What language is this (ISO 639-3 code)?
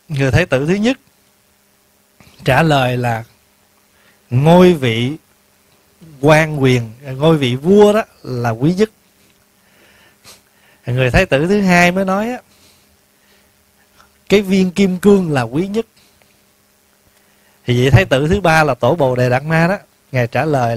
vie